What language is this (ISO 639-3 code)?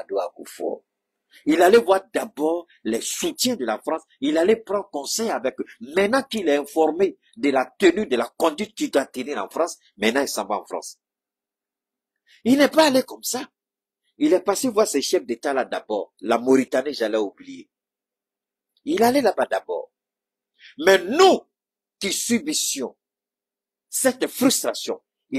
fra